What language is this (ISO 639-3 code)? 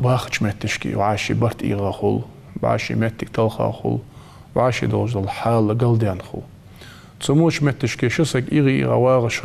inh